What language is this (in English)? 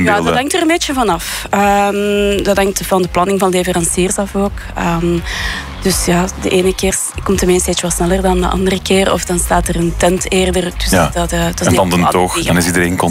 Dutch